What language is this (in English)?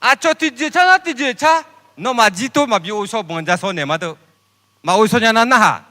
Akha